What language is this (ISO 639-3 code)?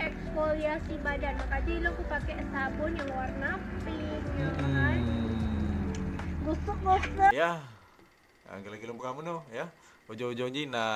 ace